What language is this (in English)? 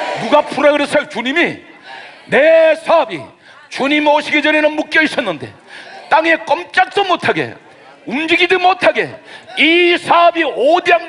Korean